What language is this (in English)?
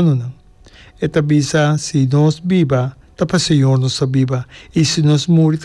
Papiamento